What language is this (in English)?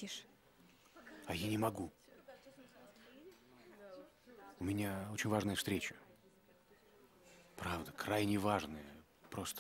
Russian